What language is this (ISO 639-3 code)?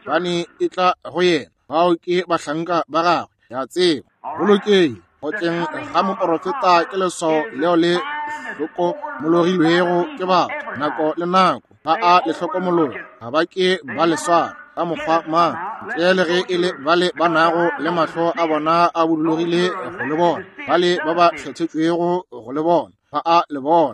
nso